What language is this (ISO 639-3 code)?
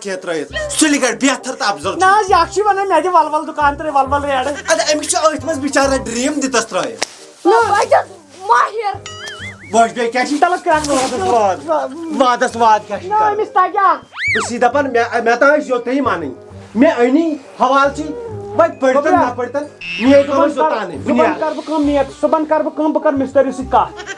kas